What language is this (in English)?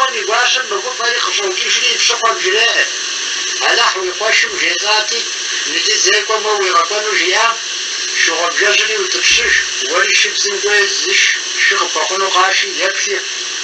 Kabardian